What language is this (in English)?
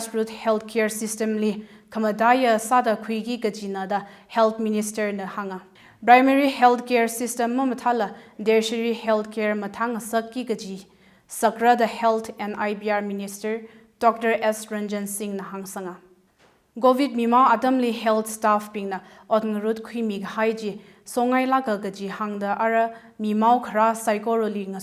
Tangkhul Naga (India)